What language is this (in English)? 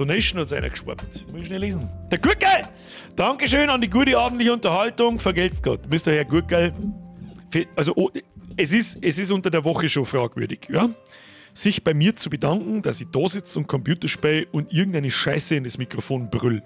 Bavarian